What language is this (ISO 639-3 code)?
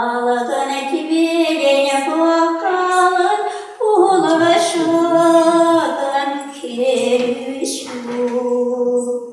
chv